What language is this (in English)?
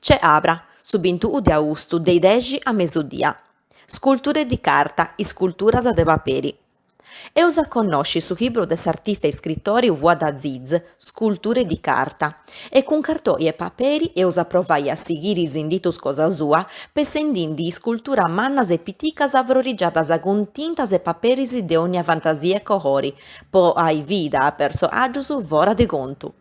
Sardinian